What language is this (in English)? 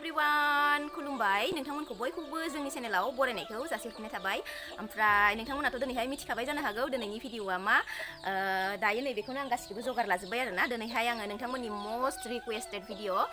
Bodo